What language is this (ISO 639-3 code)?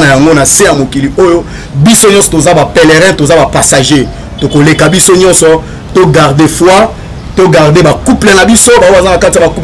lin